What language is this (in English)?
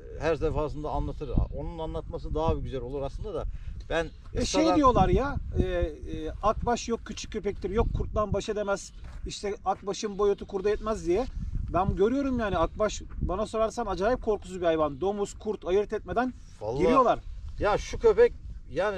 Turkish